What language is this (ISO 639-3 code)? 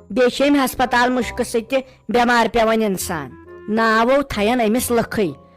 kas